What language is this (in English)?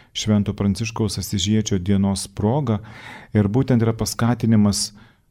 Lithuanian